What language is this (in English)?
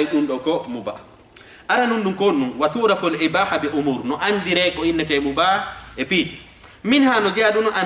Fula